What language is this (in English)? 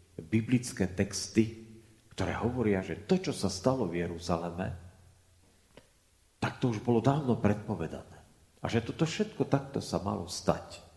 Slovak